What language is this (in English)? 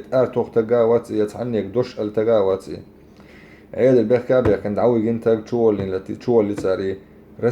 Chechen